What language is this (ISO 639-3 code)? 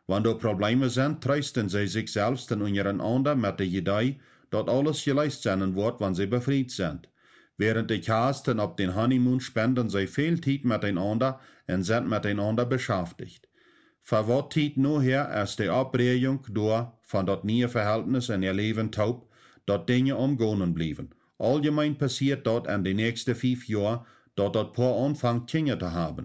pdt